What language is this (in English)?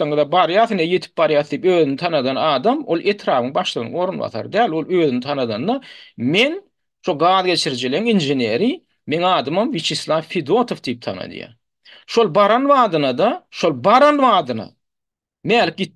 Turkmen